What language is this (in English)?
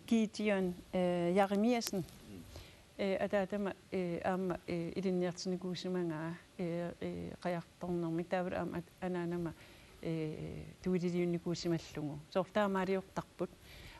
Kalaallisut